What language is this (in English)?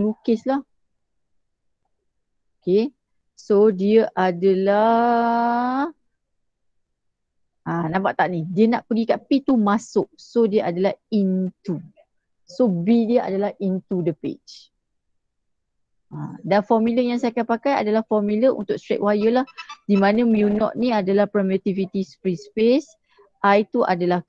Malay